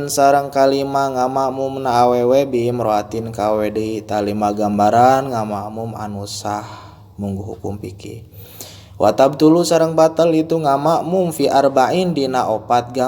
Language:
Sundanese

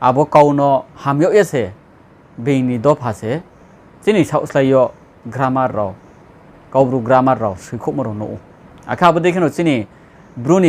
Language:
Riang (India)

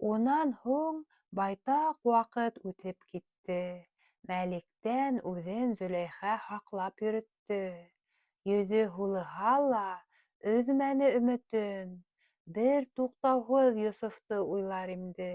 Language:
Bashkir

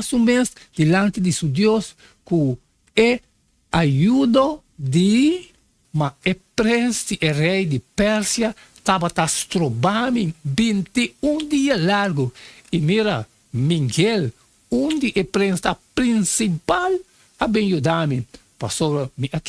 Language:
Papiamento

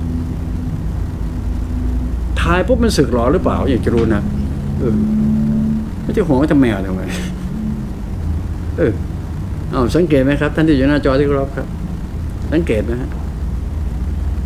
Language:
Thai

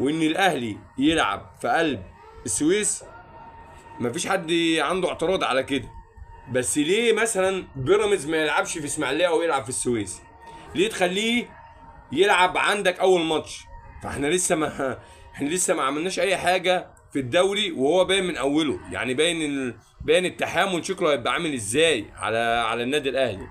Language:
Egyptian Arabic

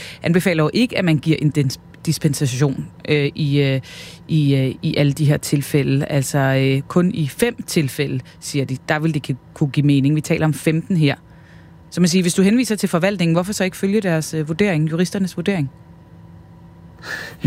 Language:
Danish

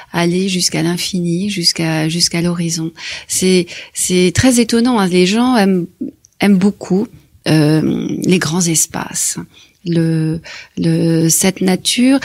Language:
French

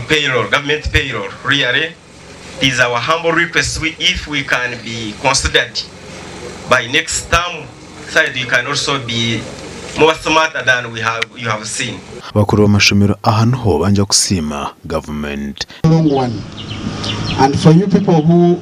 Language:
Nyankole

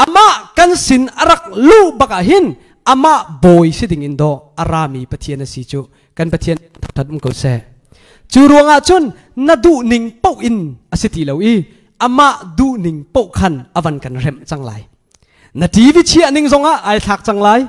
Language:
Hakha Chin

